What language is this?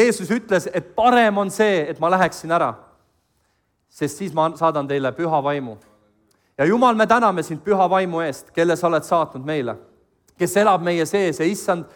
Estonian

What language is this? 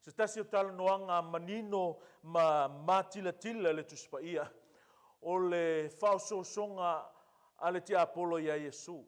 Samoan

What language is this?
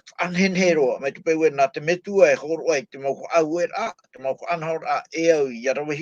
Tahitian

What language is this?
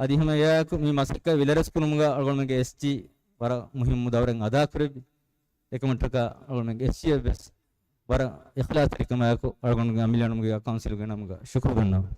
Divehi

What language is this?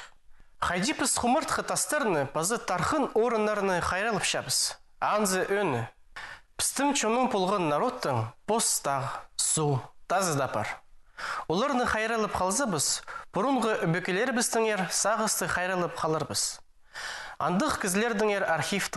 Khakas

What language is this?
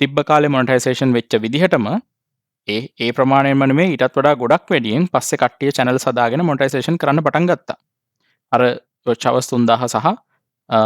Sinhala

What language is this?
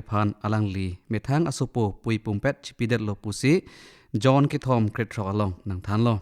Karbi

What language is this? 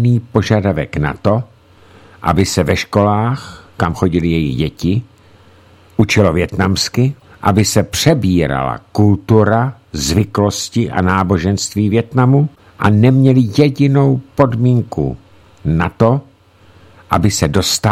Czech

